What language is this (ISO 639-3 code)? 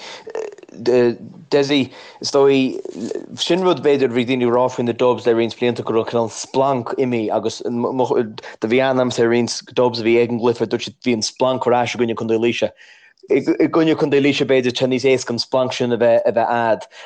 gle